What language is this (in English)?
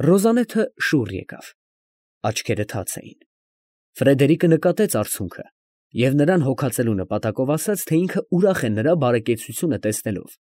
Armenian